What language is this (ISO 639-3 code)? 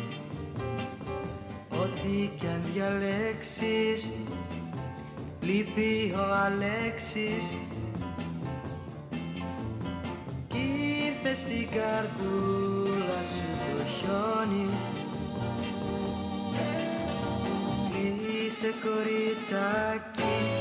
ell